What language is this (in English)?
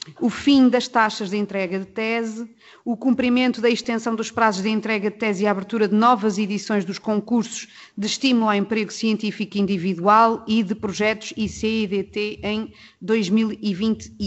Portuguese